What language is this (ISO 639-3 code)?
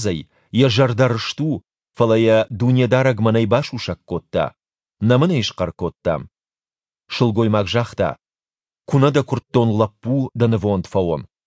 oss